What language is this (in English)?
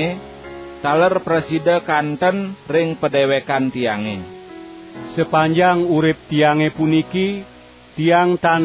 Balinese